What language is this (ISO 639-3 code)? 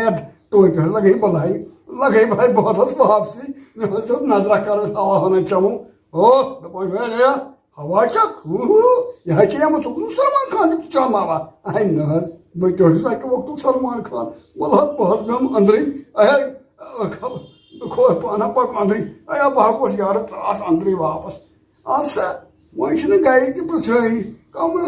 kas